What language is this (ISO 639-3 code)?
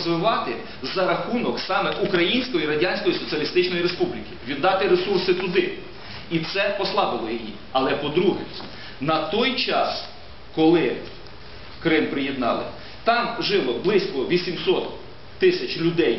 ukr